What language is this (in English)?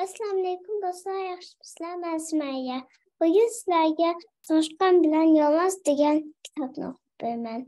Uyghur